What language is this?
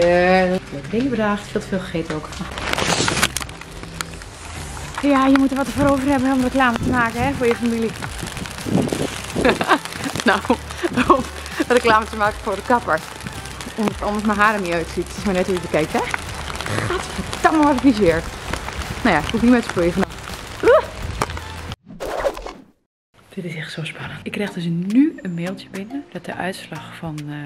Dutch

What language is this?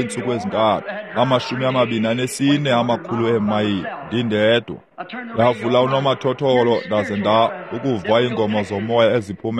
Xhosa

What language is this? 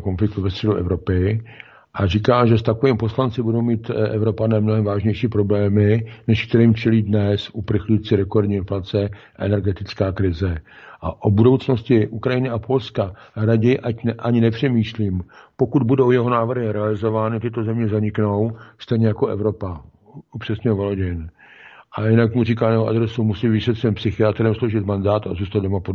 Czech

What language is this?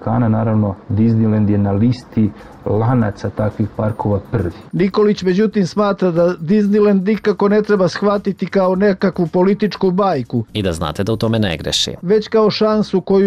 Serbian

